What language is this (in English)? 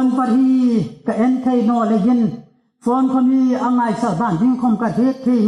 Hmar